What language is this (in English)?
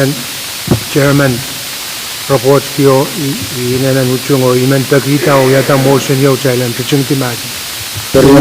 Pohnpeian